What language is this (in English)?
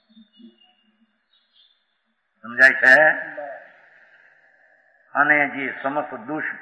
Gujarati